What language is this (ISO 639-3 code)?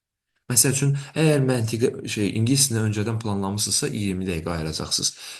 aze